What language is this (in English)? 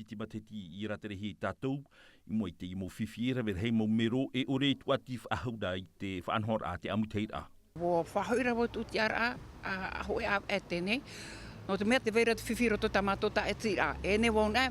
Tahitian